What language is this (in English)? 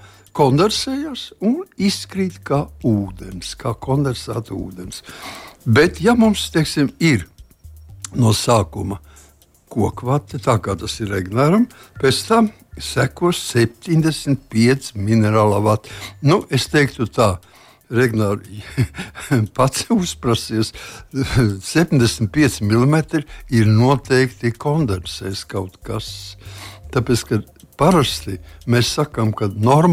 Latvian